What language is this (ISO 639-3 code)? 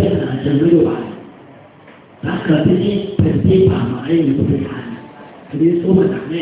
tha